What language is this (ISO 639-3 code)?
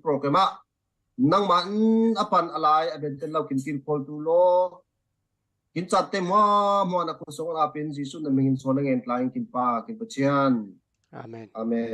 cfm